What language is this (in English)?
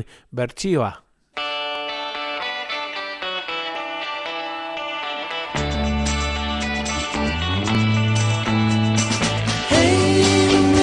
Basque